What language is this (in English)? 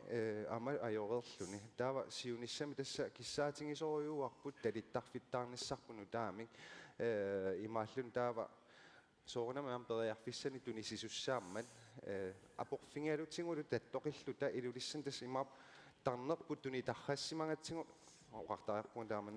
Kalaallisut